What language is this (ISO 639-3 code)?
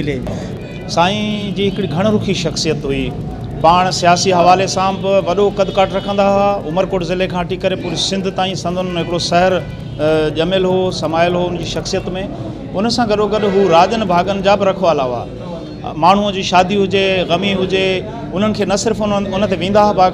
snd